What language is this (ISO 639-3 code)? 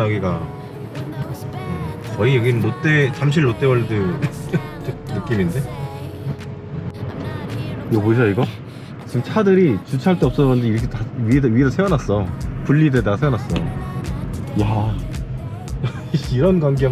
kor